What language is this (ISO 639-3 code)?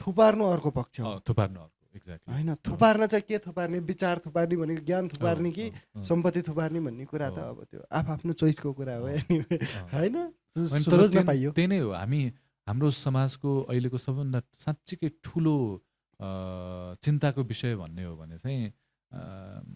nep